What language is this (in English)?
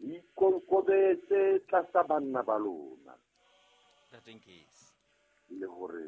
Southern Sotho